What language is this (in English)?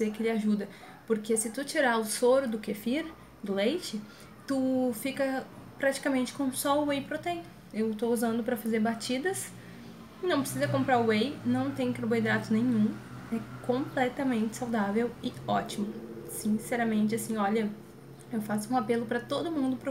Portuguese